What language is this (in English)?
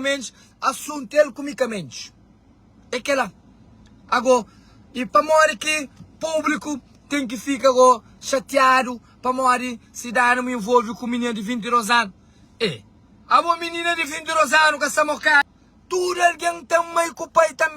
Kabuverdianu